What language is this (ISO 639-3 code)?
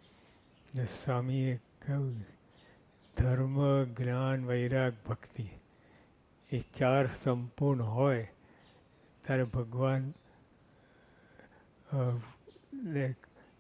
guj